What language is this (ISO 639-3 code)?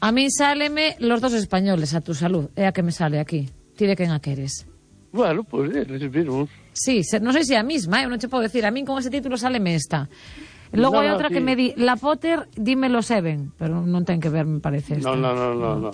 glg